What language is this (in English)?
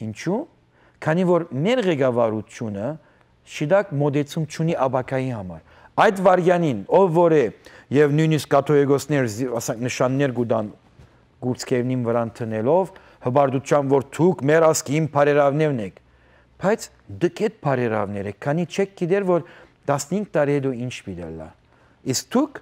Western Armenian